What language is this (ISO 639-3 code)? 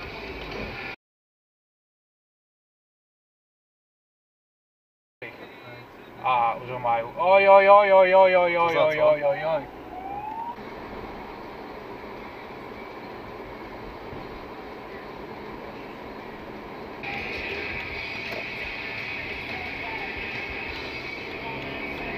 slk